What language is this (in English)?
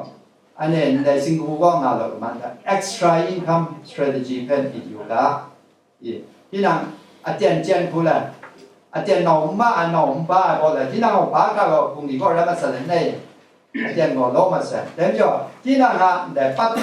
Kachin